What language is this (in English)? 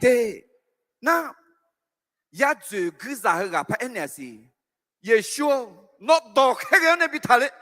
Akha